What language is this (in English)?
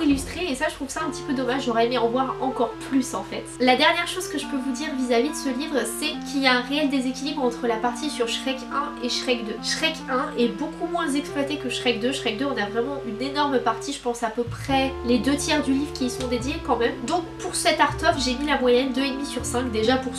French